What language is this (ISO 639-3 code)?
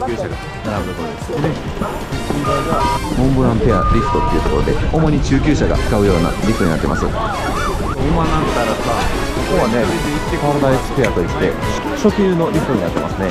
jpn